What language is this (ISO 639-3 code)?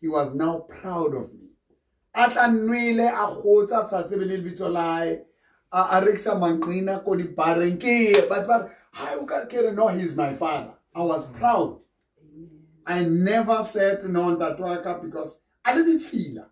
sot